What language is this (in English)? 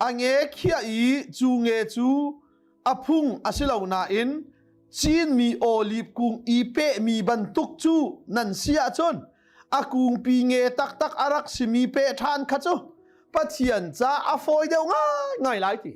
Hakha Chin